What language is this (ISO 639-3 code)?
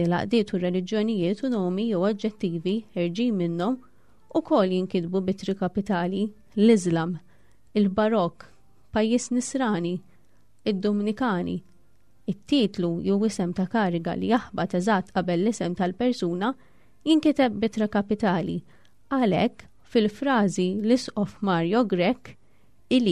mlt